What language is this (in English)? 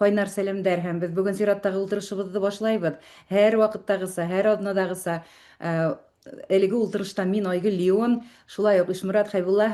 Bashkir